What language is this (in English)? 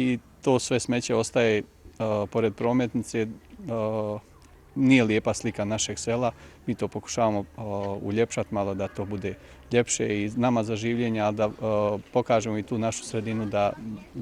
Bosnian